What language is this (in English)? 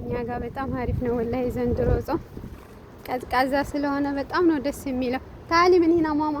Amharic